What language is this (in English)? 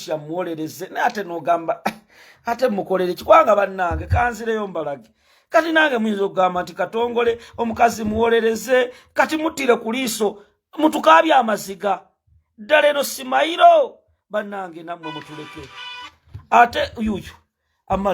Ganda